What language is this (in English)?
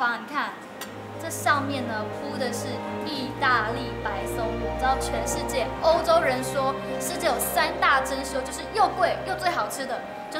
Chinese